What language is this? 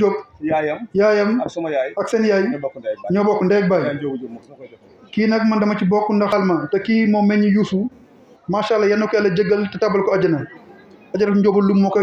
Wolof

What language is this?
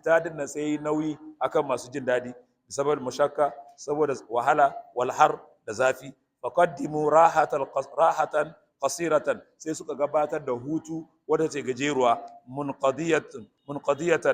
Hausa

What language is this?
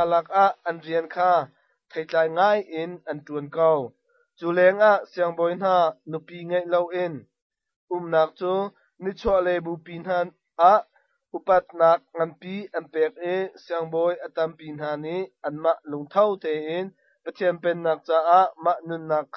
Hakha Chin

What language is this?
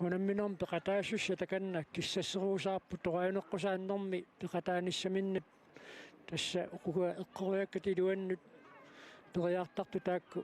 Kalaallisut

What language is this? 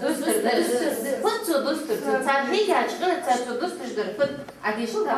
Ingush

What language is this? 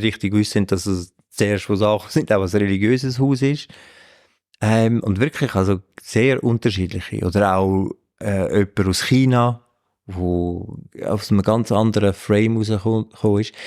Swiss German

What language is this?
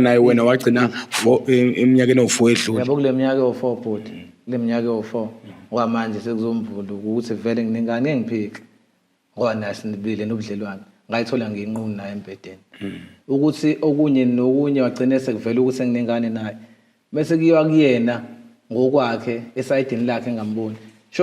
Zulu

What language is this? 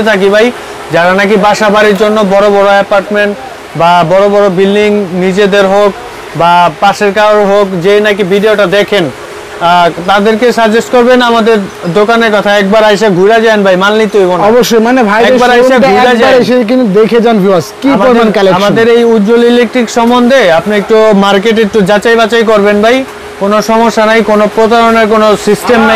Bangla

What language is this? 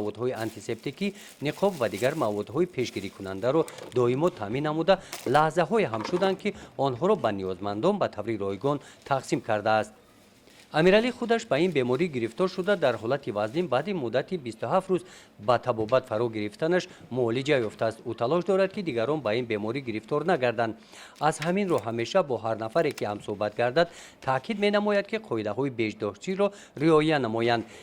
Tajik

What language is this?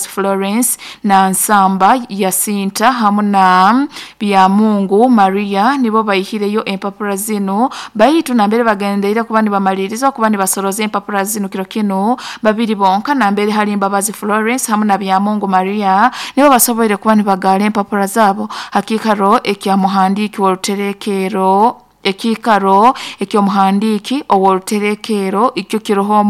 Nyoro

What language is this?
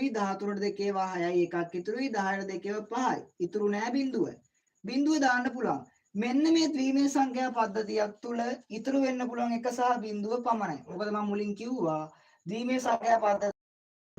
Sinhala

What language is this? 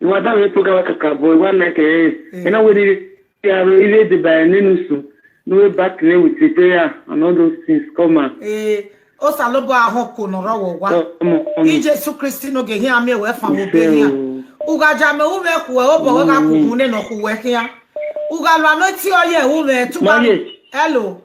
Nigerian Pidgin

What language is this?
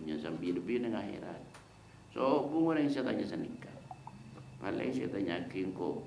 Madurese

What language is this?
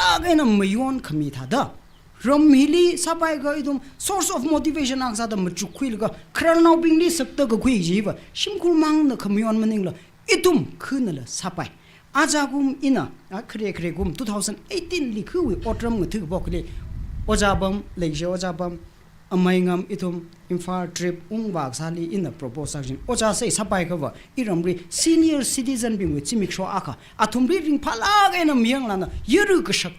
Tangkhul Naga (India)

